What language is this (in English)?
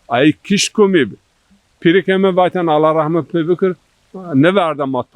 Zaza